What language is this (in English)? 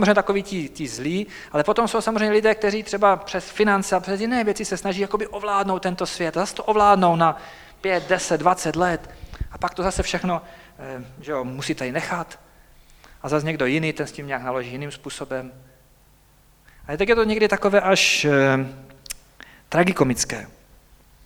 Czech